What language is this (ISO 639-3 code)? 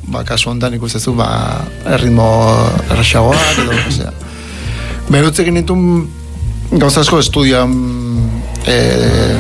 eus